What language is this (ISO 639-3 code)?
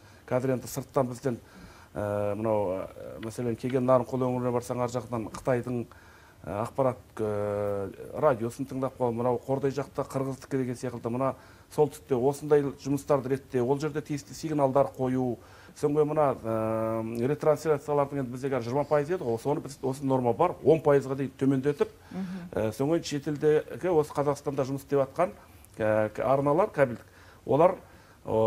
kaz